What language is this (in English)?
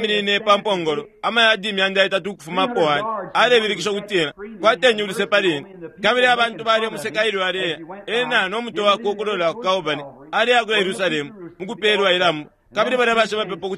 Bemba